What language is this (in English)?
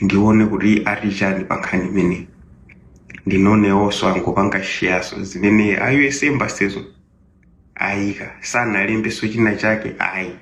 Nyanja